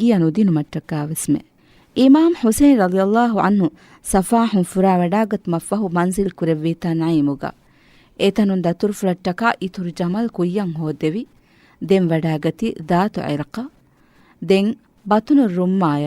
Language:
Divehi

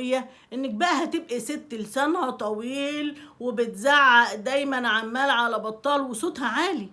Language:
Egyptian Arabic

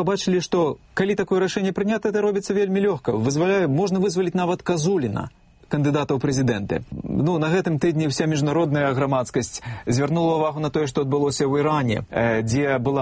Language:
Belarusian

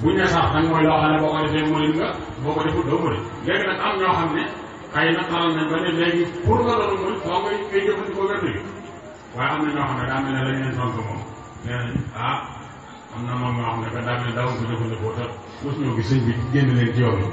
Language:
Wolof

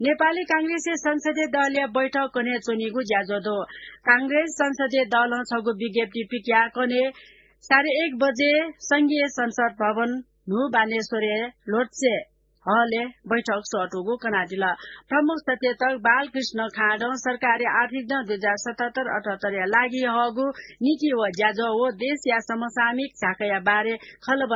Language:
Newari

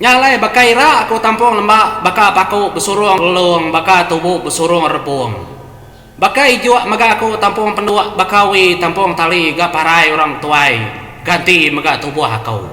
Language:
Iban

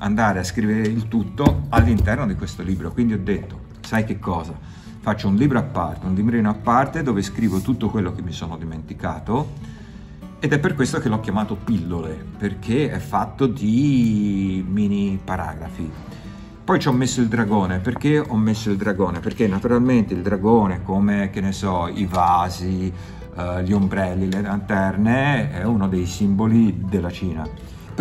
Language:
Italian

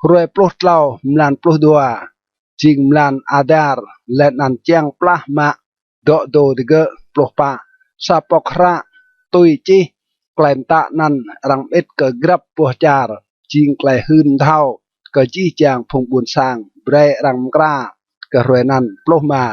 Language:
Rade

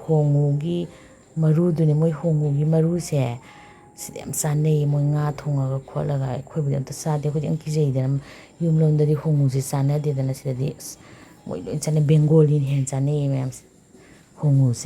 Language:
Manipuri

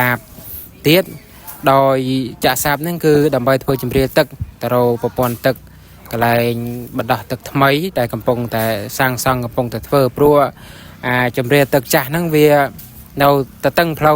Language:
Khmer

